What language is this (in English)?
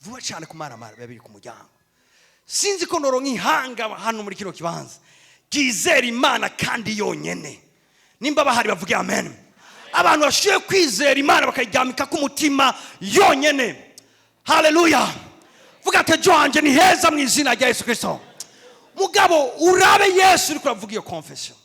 Rundi